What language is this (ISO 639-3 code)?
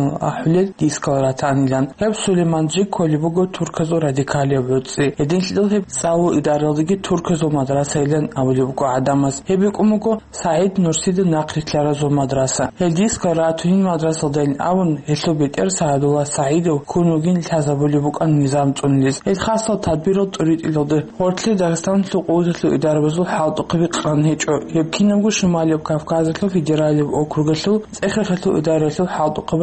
ava